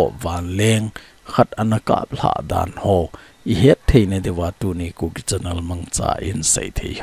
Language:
Thado Chin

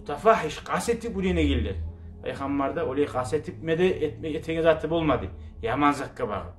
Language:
Kumyk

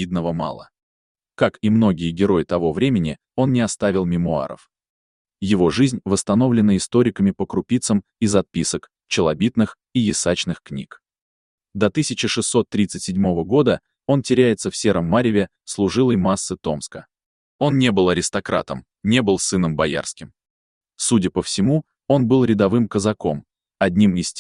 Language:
Russian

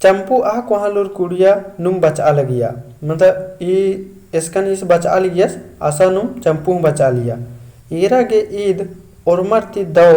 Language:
Kurukh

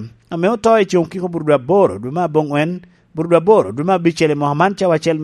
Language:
Lango (Uganda)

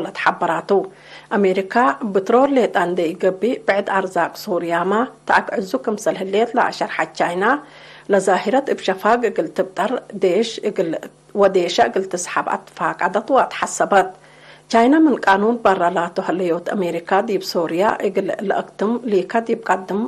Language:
Tigre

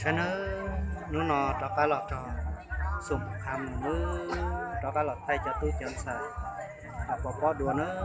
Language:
Hmong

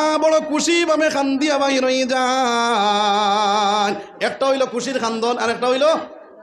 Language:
Sylheti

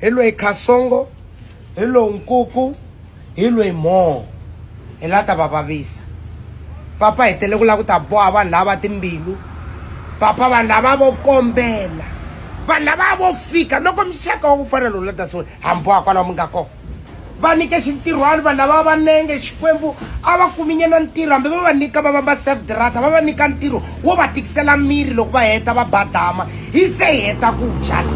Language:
Tsonga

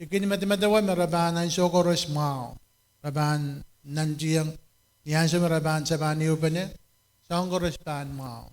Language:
Pohnpeian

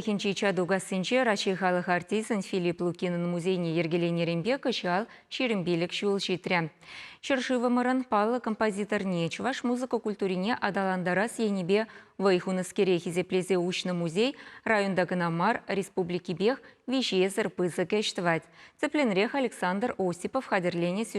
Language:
Chuvash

